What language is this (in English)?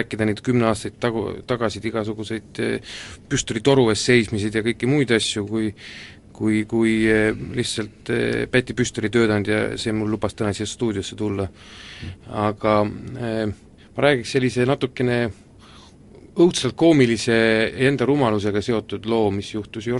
Estonian